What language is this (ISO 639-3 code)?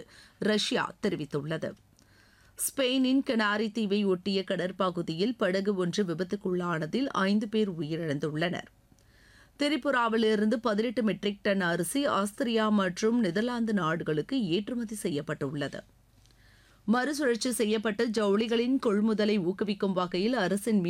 tam